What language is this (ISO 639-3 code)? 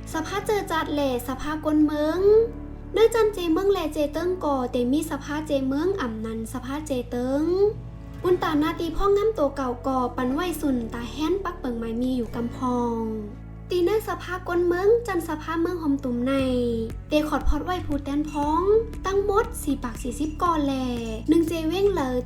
shn